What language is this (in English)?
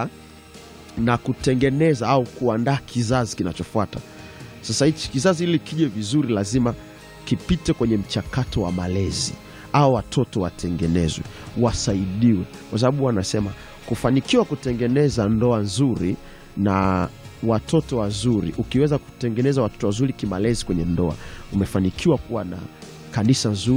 Swahili